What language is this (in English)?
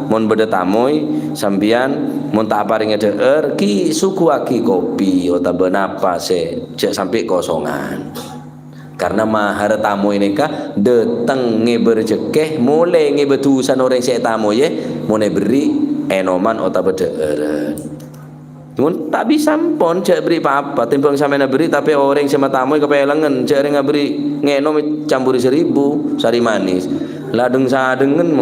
Madurese